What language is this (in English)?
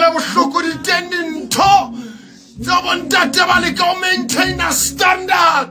Southern Sotho